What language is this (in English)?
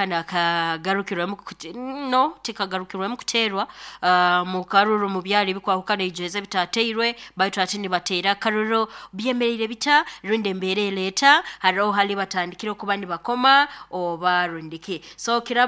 Nyoro